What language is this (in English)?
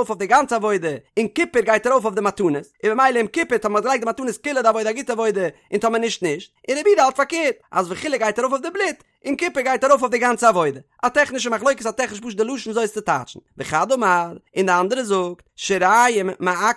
Yiddish